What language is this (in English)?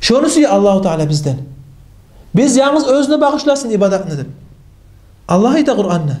Kumyk